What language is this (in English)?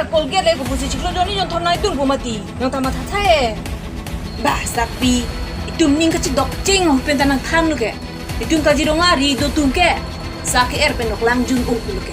Karbi